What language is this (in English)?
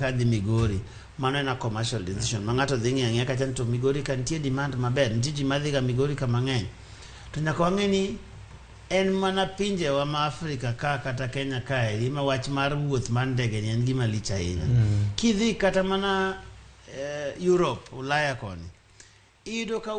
Luo (Kenya and Tanzania)